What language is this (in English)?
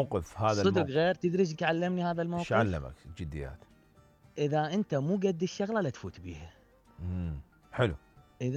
Mesopotamian Arabic